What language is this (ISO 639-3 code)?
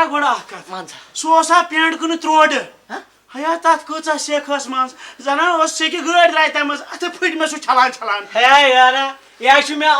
kas